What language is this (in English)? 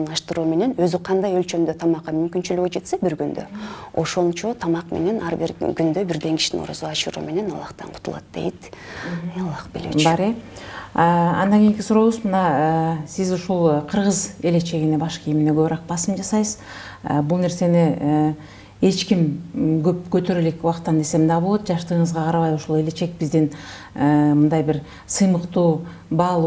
Kyrgyz